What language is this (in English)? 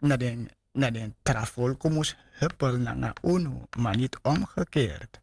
Sranan Tongo